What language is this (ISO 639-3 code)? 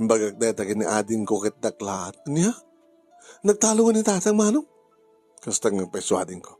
ilo